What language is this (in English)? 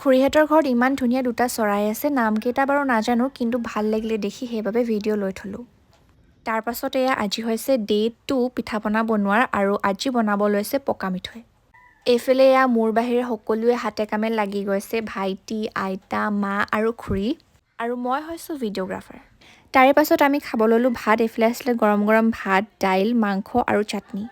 Assamese